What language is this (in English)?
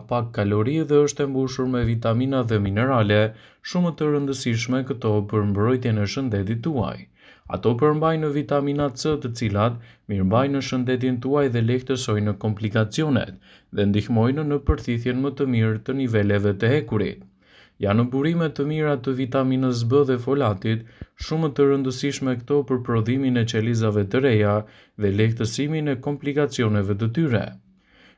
Albanian